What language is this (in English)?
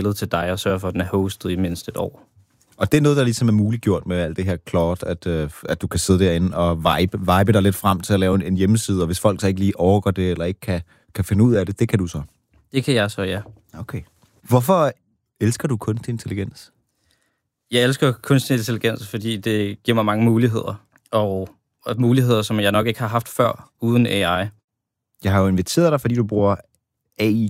Danish